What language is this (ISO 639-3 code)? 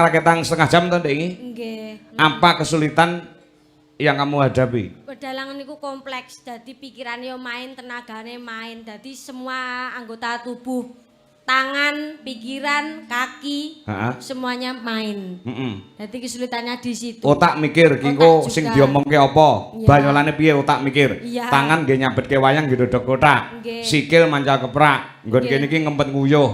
jav